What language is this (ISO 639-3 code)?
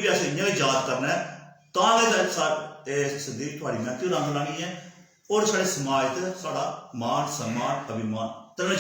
doi